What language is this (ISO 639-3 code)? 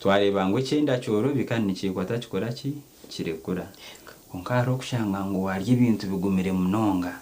nyn